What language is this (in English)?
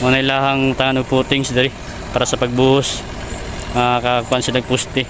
Cebuano